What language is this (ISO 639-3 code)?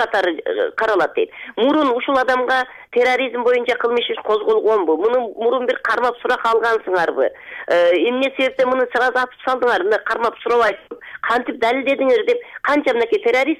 kir